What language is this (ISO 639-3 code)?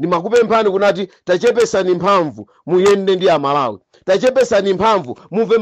nya